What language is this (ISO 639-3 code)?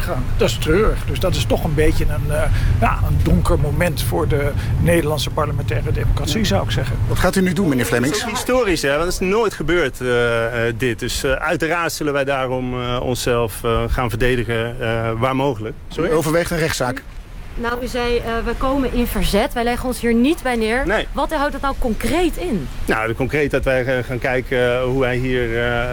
nld